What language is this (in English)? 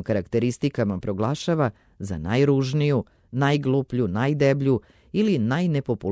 Serbian